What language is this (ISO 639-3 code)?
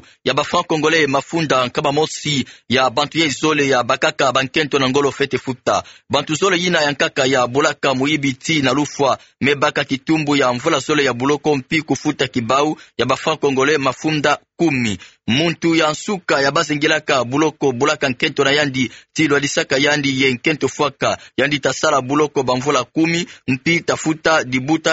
ktu